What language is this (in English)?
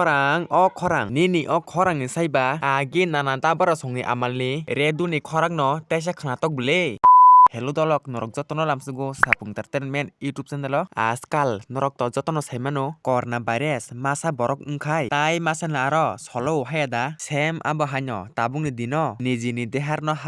Kok Borok